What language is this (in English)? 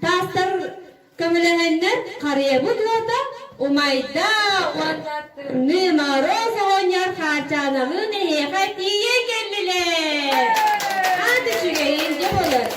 Yakut